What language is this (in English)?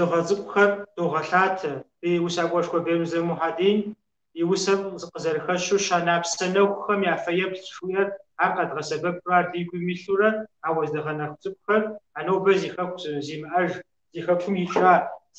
Kabardian